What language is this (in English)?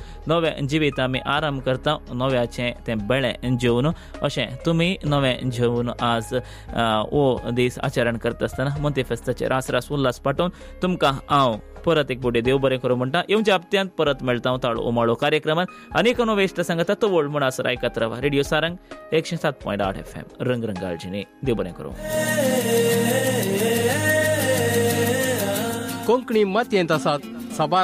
Konkani